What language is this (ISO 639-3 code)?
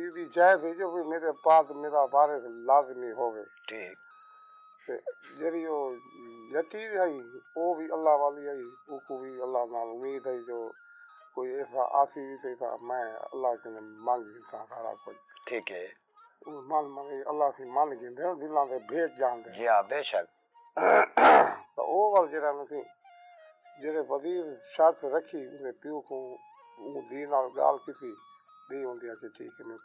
skr